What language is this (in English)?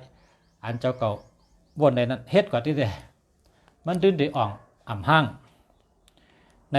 Shan